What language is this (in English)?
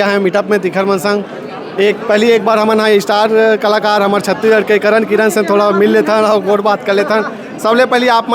Chhattisgarhi